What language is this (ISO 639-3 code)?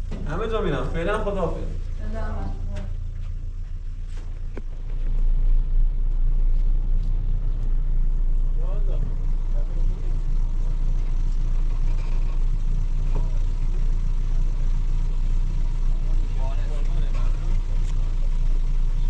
fas